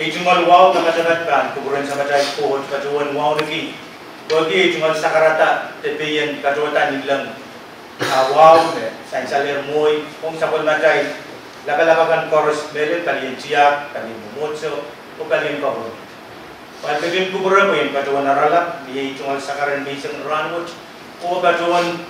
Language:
Pohnpeian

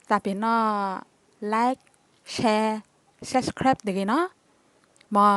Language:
S'gaw Karen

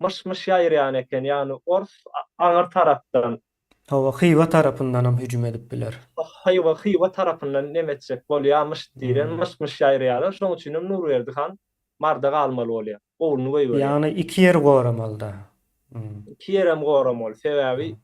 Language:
Turkmen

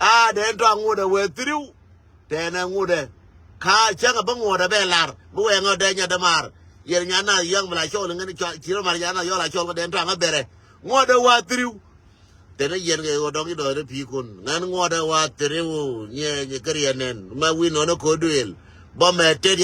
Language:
Nuer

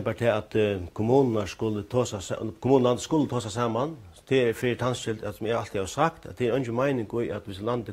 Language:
Faroese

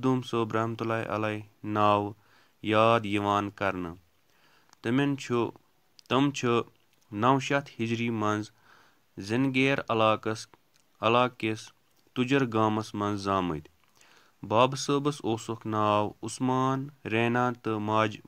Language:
Kashmiri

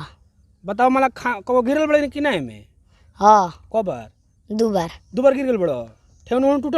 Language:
Bhojpuri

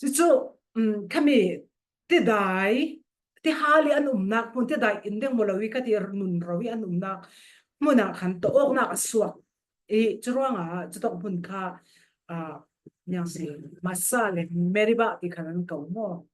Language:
Falam Chin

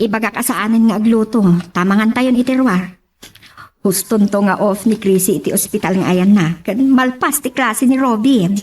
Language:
Iloko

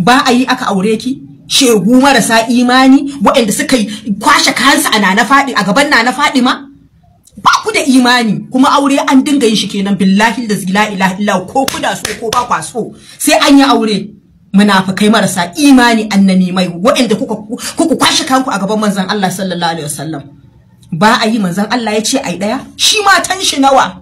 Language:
Hausa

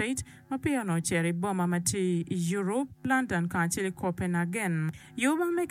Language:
Acoli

